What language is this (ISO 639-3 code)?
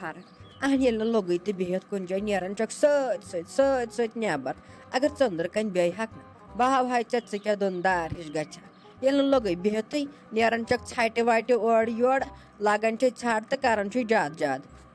kas